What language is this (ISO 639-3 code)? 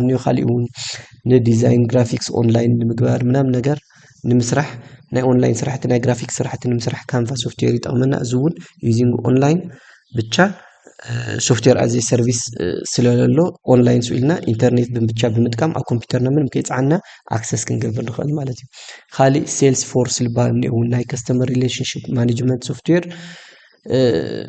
tir